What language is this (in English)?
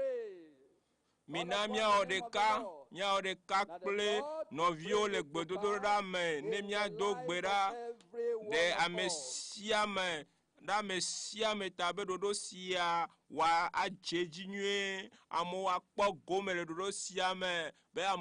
Ewe